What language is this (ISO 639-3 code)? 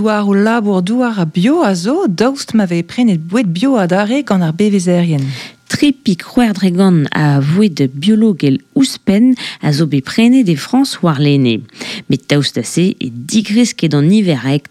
bre